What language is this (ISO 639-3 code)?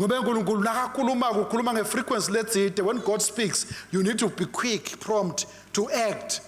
ssw